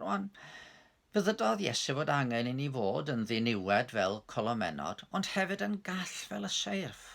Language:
Welsh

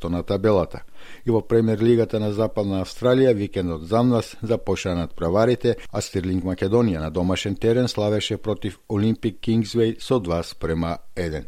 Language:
Macedonian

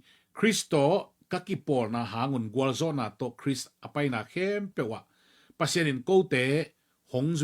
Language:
Tedim Chin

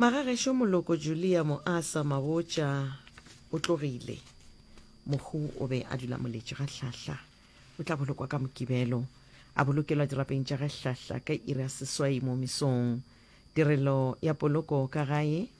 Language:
Northern Sotho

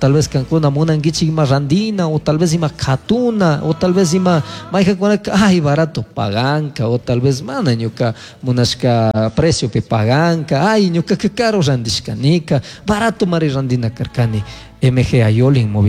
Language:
Chimborazo Highland Quichua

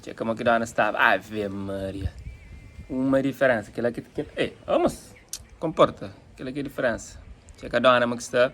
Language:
Kabuverdianu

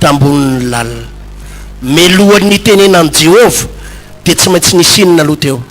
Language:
Malagasy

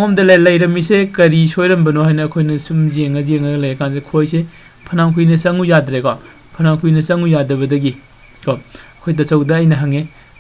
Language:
Manipuri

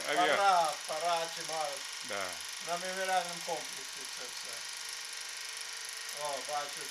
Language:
Ukrainian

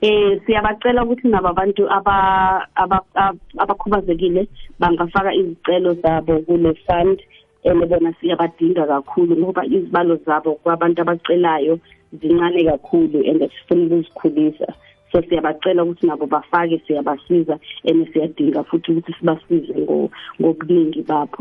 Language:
South Ndebele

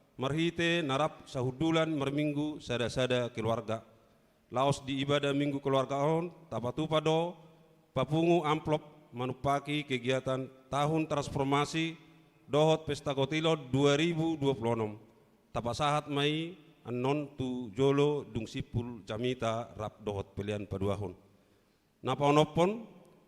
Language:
Batak Toba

